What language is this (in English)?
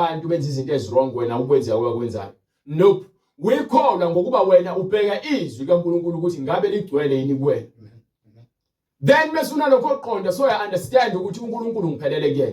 Zulu